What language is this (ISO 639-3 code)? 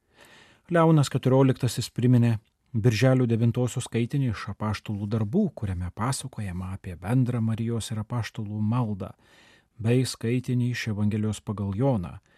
lit